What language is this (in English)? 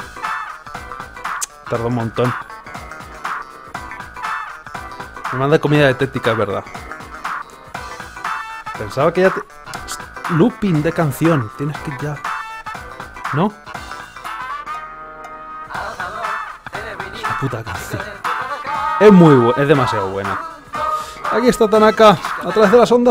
Spanish